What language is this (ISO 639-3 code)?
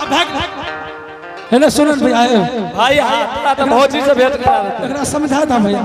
anp